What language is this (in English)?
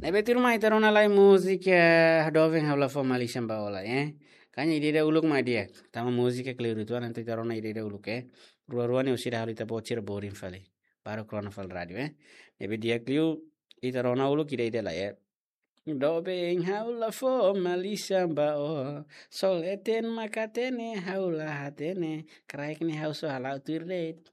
Tetum